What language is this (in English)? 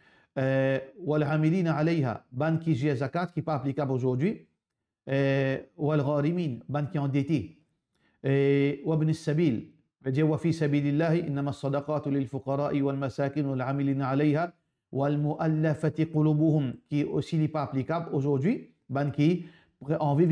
Morisyen